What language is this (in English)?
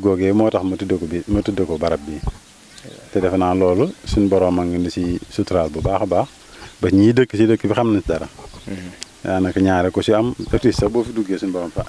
Wolof